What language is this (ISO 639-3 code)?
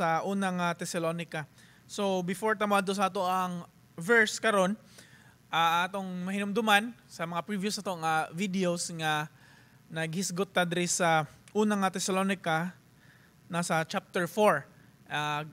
ceb